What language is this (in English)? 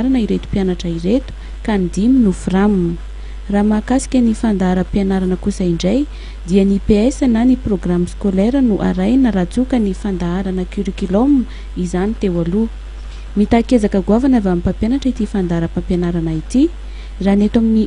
Malagasy